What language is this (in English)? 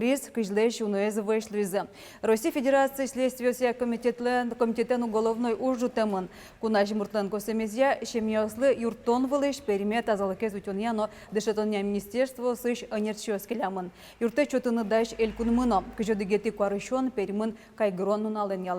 Udmurt